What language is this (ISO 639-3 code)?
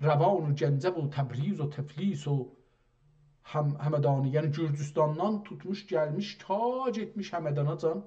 azb